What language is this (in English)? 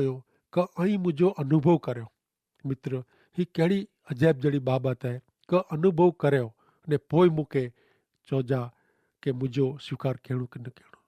Kachhi